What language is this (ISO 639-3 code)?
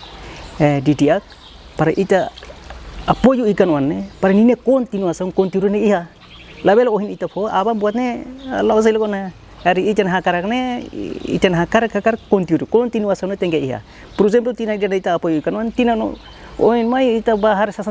tet